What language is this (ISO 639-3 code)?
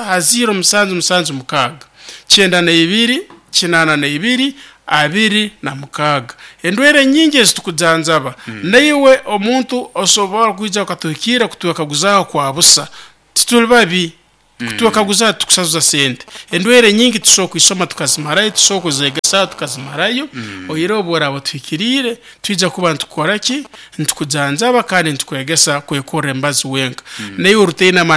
nyo